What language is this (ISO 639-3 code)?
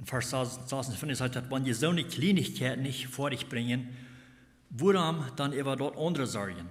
pdt